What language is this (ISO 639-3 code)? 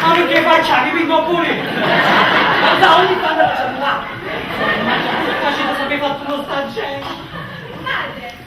nap